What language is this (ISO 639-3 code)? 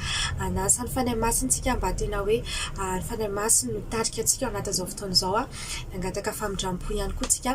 mlg